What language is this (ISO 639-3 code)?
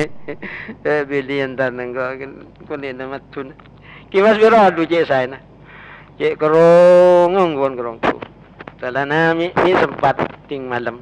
mad